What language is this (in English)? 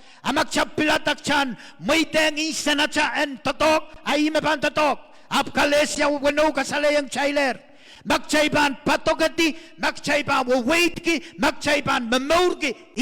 Pohnpeian